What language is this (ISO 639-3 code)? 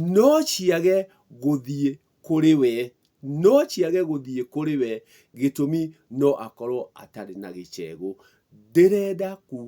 kik